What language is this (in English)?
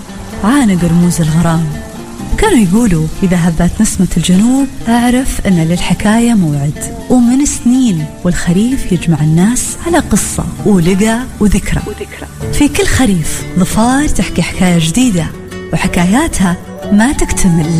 Arabic